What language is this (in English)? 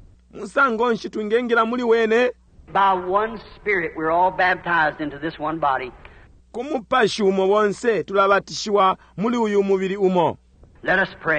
Bemba